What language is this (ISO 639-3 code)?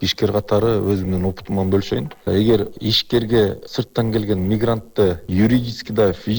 kir